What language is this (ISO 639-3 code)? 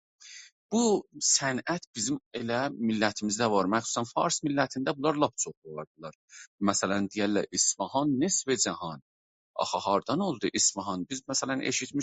azb